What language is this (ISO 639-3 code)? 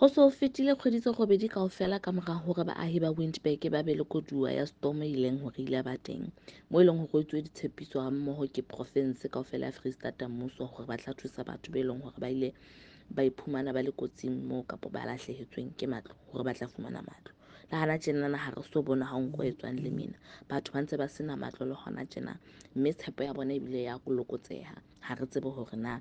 sot